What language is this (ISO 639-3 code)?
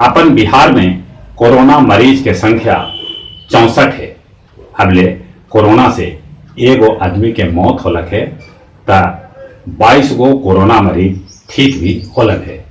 mag